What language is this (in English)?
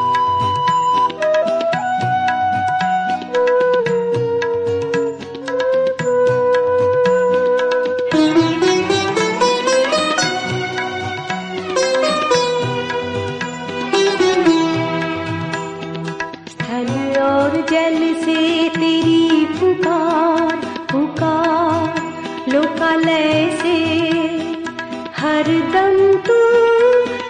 Hindi